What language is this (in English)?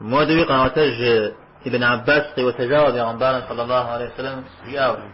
Kabardian